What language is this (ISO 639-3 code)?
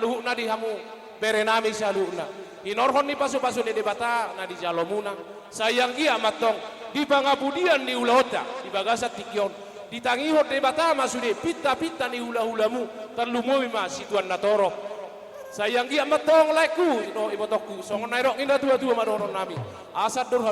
bbc